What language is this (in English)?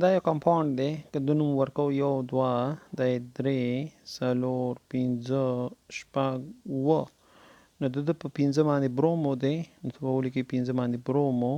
Pashto